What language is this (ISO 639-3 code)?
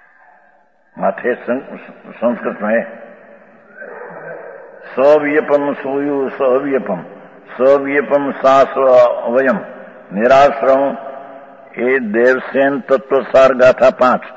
guj